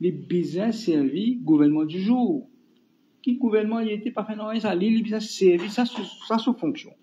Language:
Morisyen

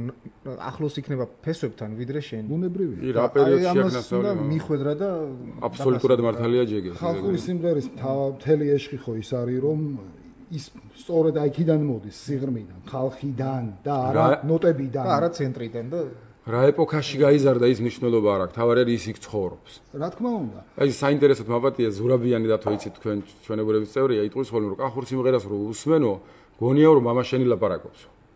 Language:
Georgian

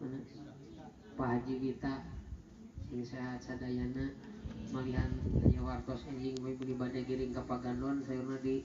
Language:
Sundanese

